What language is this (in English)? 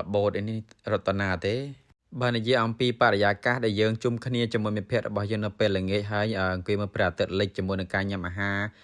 Khmer